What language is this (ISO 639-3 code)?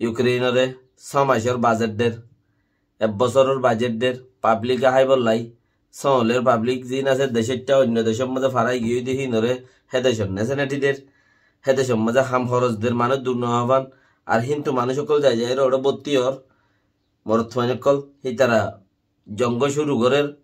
rhg